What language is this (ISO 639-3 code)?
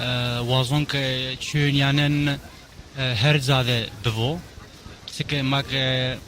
zza